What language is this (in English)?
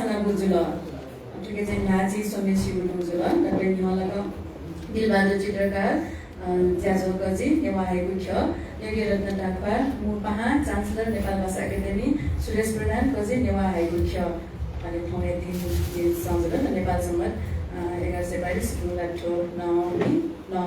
Newari